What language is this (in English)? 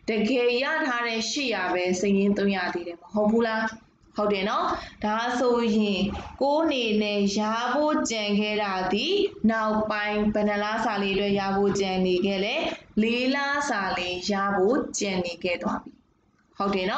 Burmese